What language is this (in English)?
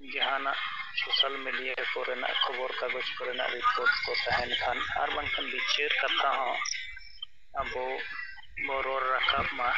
Santali